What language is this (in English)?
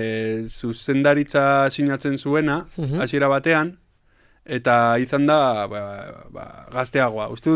Basque